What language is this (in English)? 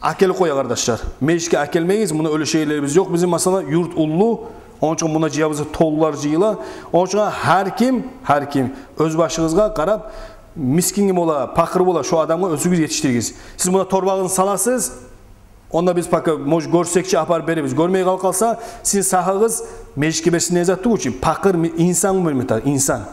Kumyk